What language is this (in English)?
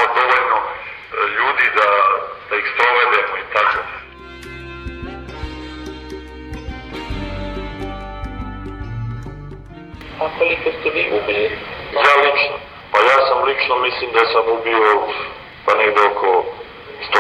Serbian